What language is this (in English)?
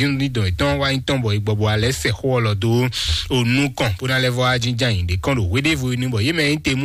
Fon